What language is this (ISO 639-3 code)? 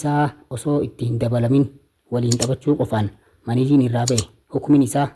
orm